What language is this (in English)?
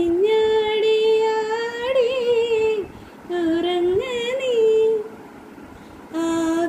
Malayalam